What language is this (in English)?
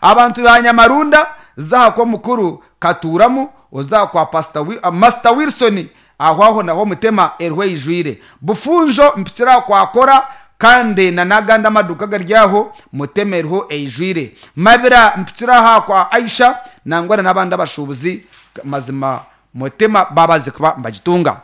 Nyankole